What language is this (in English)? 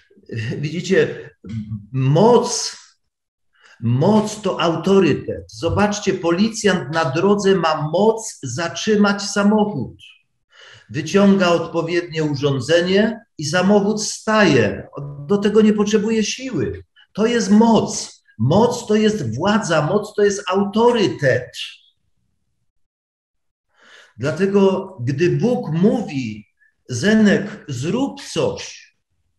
Polish